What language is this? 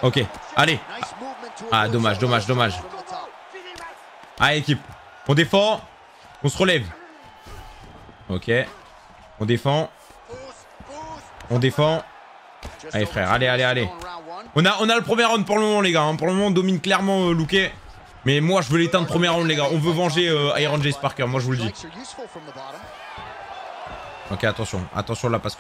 French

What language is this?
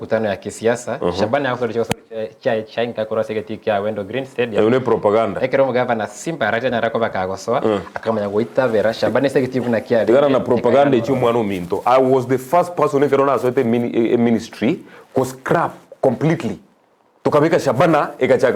Gusii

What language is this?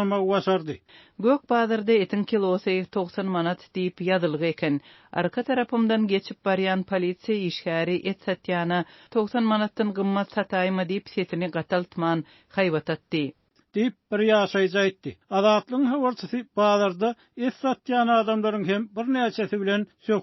Turkmen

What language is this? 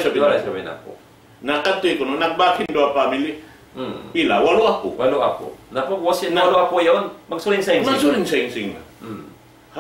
Tausug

